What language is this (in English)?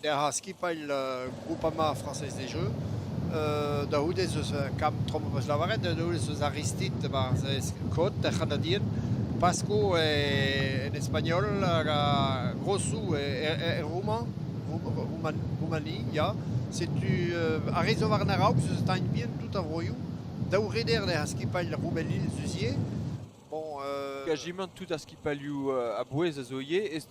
Breton